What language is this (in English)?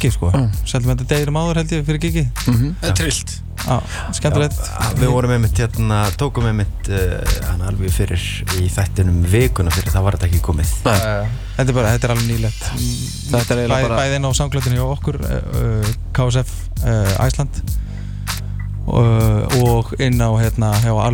Icelandic